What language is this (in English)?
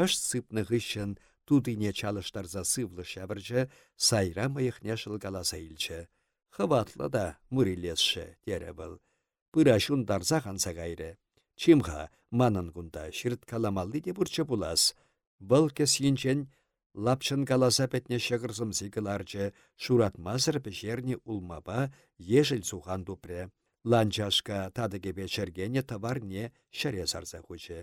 Chuvash